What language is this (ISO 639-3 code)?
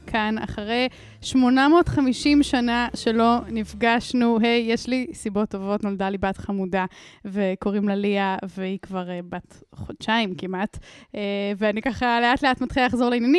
heb